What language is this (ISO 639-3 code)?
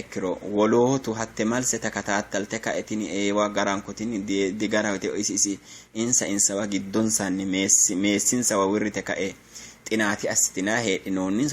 sid